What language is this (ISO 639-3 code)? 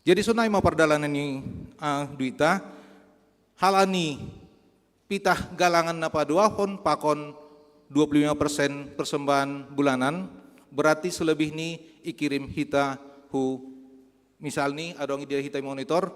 bts